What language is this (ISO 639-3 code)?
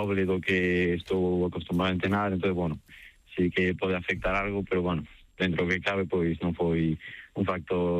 glg